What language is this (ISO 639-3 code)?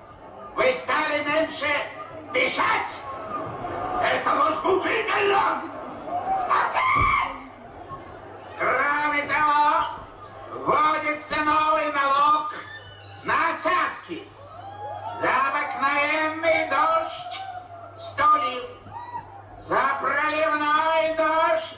rus